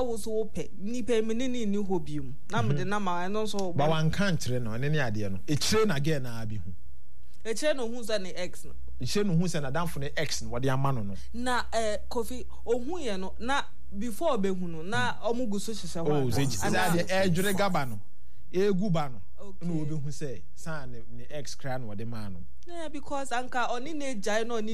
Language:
Akan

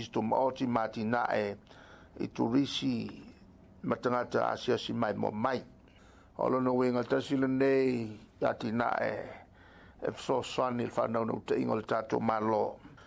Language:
Samoan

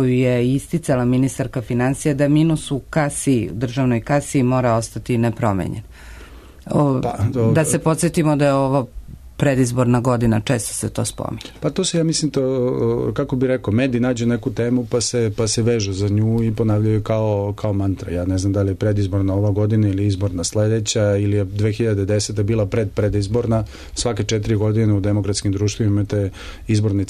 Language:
Serbian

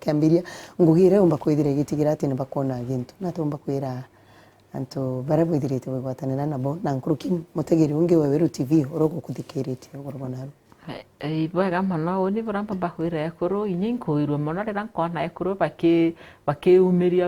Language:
Meru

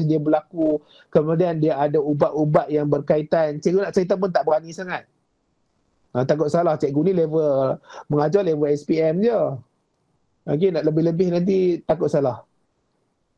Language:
Malay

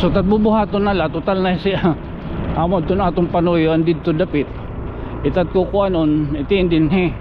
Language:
Waray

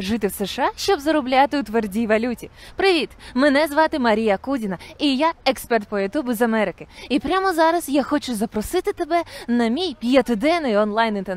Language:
Ukrainian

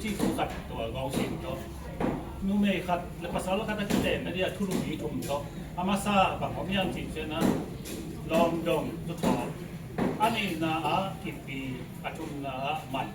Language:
Tedim Chin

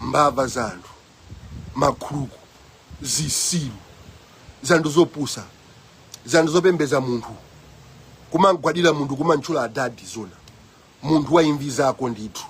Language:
Nyanja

